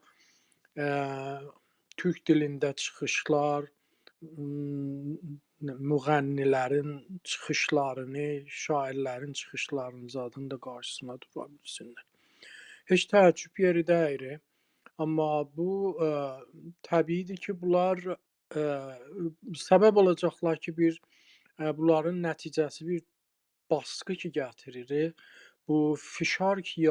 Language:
South Azerbaijani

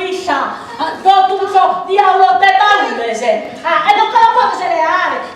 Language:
Sardinian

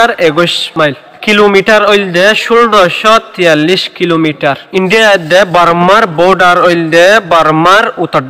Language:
Rohingya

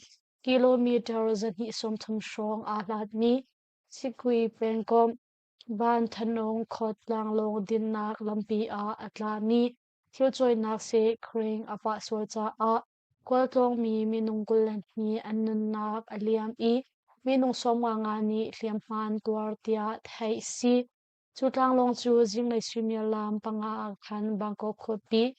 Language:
Hakha Chin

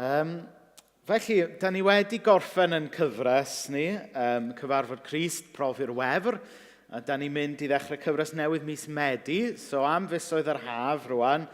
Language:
Welsh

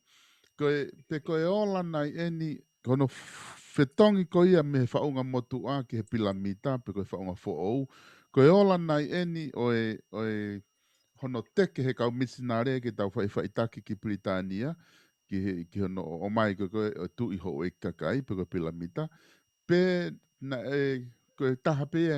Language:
Tongan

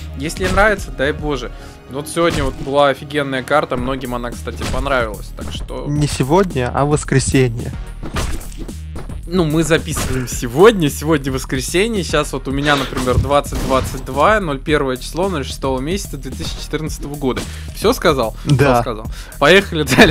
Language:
Russian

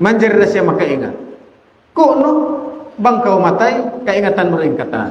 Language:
Tausug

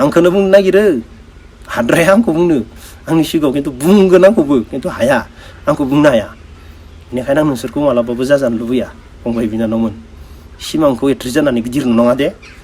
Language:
Bodo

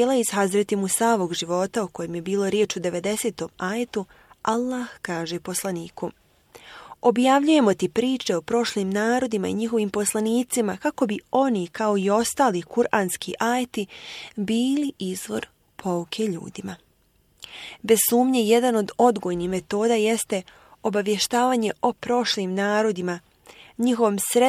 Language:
Bosnian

